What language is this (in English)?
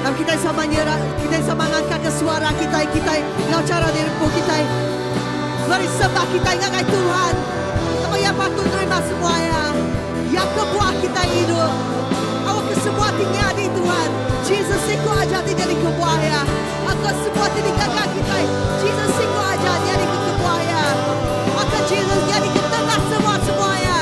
Iban